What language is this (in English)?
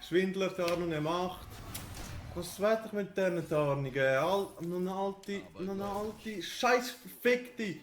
Swiss German